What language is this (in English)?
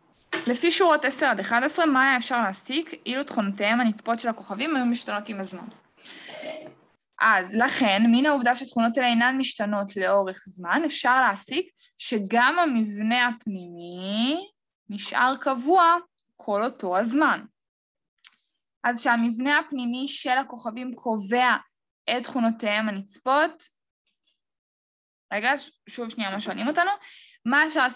Hebrew